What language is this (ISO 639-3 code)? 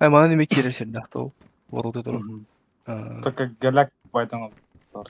sah